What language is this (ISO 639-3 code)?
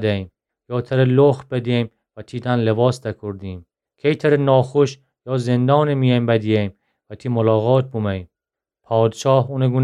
glk